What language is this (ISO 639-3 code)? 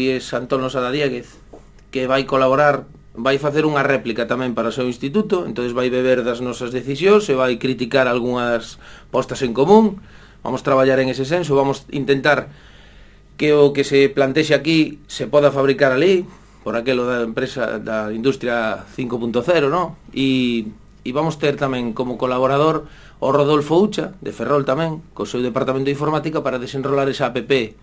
glg